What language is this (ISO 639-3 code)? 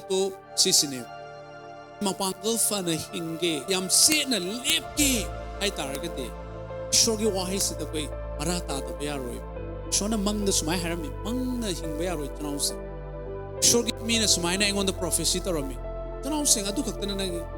mni